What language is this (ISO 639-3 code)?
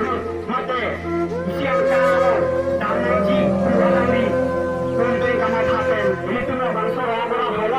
mjw